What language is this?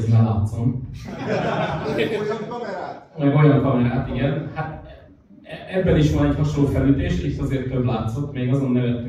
Hungarian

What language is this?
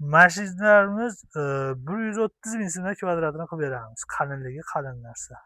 Uzbek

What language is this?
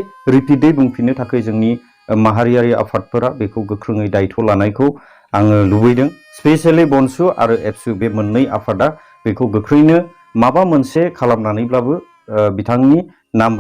Bodo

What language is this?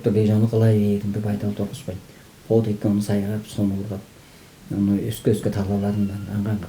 Tuvinian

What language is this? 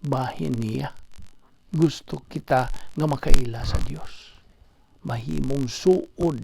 Cebuano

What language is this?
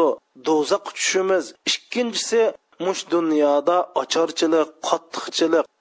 Uyghur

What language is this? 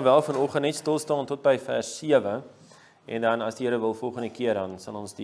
Afrikaans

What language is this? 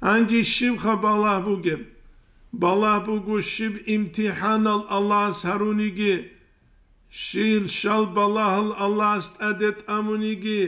Avaric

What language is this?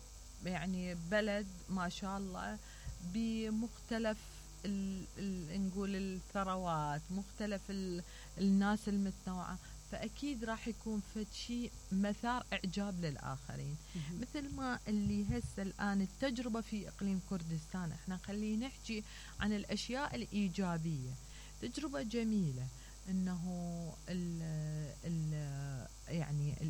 Mesopotamian Arabic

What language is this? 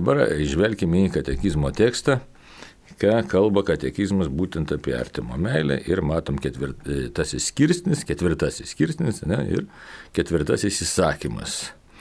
Lithuanian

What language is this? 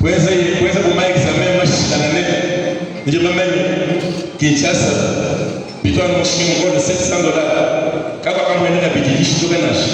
Luba-Lulua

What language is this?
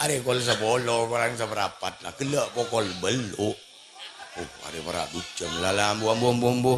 Madurese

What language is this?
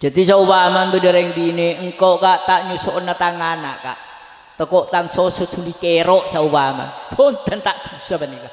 Madurese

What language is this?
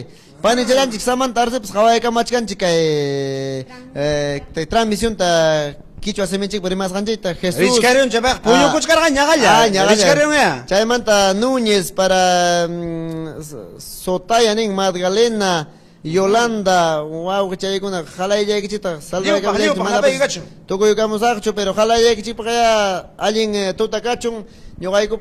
Ayacucho Quechua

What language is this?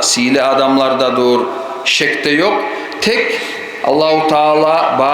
Kumyk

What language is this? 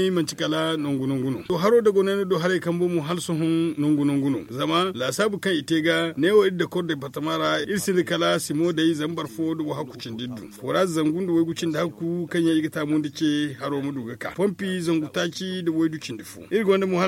Zarma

